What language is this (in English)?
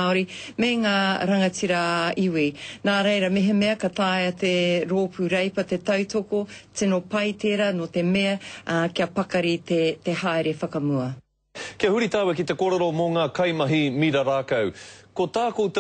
Māori